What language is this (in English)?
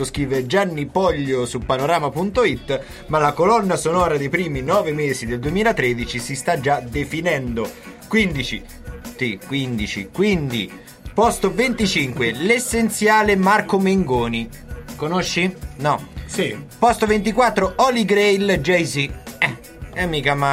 Italian